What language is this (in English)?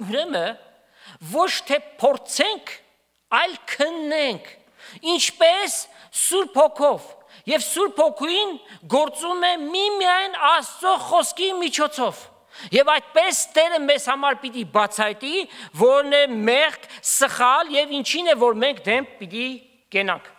Armenian